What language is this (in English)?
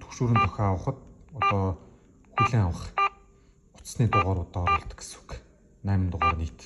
Mongolian